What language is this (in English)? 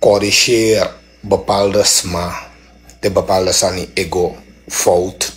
Sranan Tongo